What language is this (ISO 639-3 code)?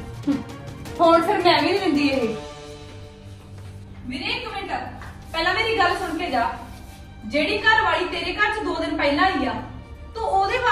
pan